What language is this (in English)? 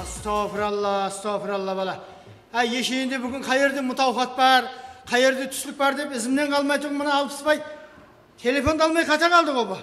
Kara-Kalpak